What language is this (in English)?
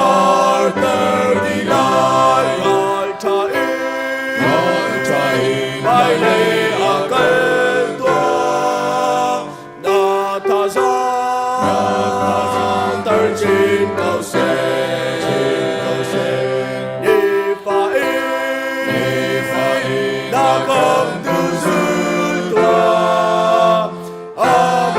Hakha Chin